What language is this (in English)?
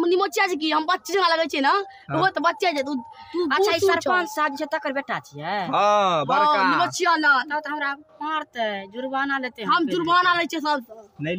Maithili